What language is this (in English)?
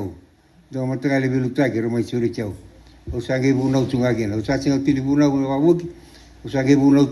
Fijian